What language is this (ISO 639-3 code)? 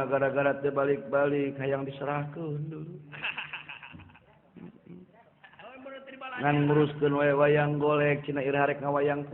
sun